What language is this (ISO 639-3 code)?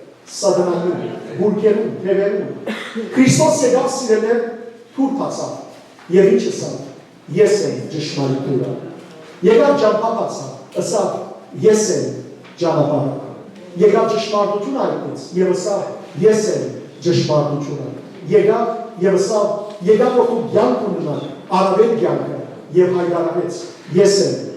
hyw